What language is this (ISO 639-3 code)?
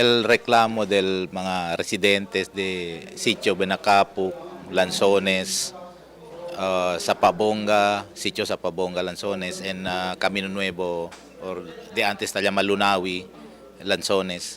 cbk